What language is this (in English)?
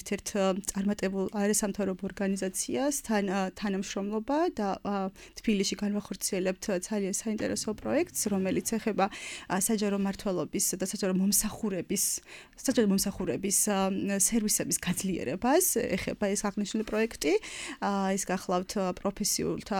Georgian